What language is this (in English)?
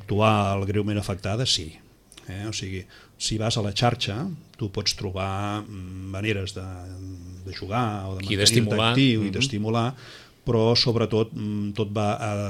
Catalan